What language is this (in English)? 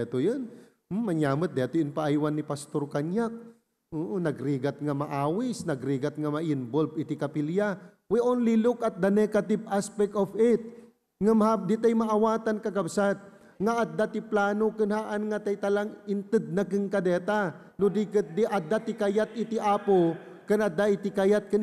Iloko